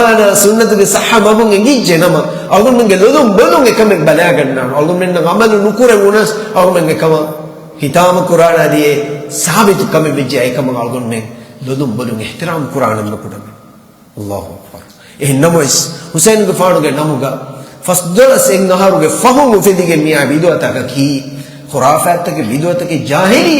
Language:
Divehi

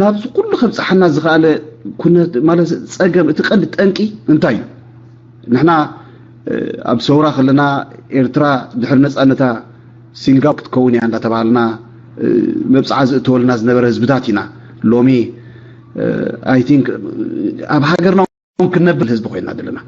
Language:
Tigrinya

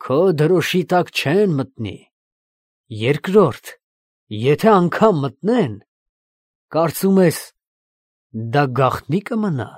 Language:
Armenian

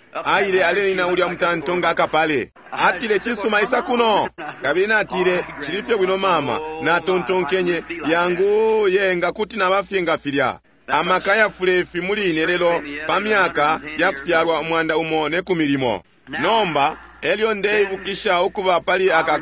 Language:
Bemba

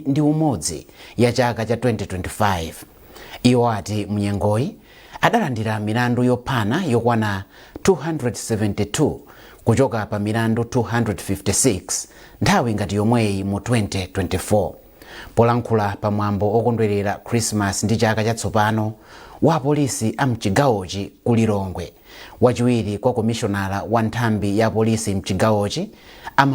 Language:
Nyanja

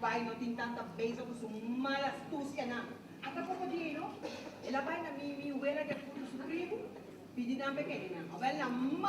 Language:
Papiamento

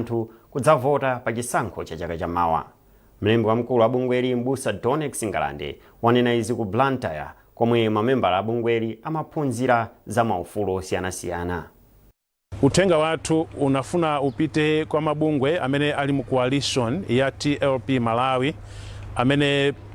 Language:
Nyanja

